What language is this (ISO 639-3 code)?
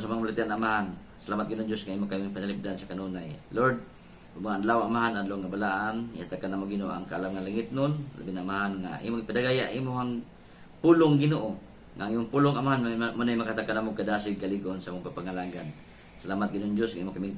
ceb